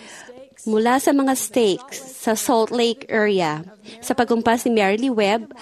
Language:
Filipino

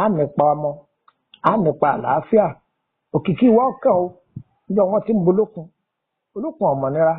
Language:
Yoruba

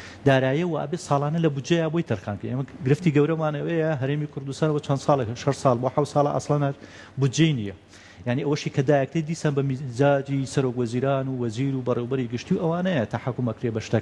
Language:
Central Kurdish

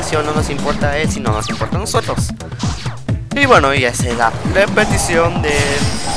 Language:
Spanish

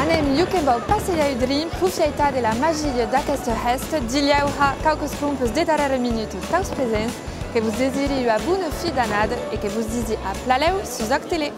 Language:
Occitan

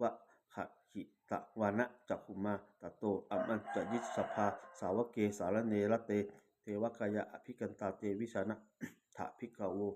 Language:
Pali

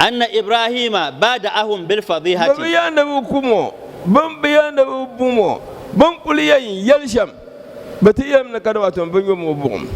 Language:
Dagbani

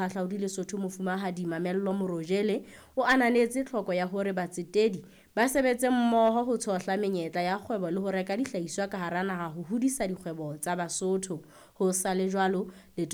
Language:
Southern Sotho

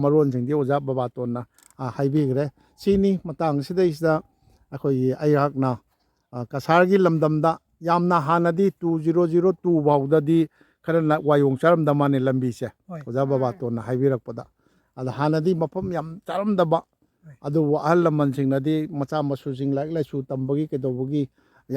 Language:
Manipuri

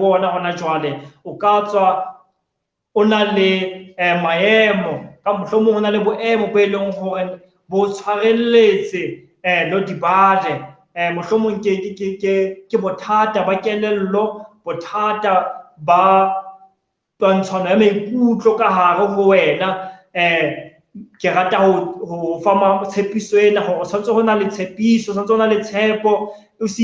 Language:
Southern Sotho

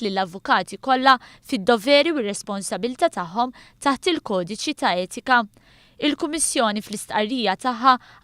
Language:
Maltese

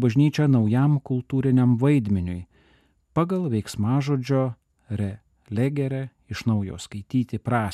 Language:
Lithuanian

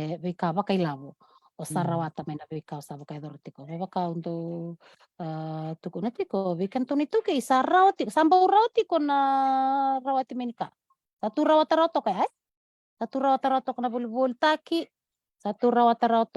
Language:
Fijian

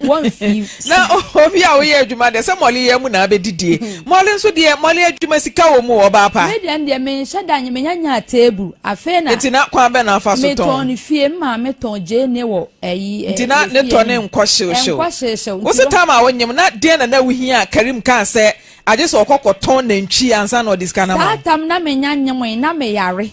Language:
Akan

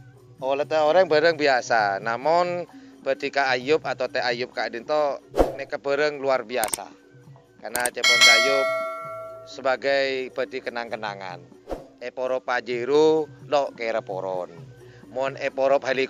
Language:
Madurese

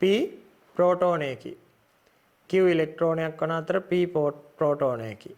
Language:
Sinhala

